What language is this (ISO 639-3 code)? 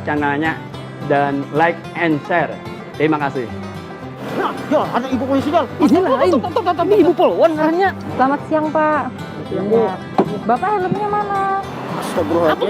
bjn